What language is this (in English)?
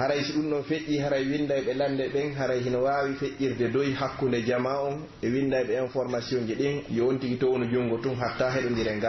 Pular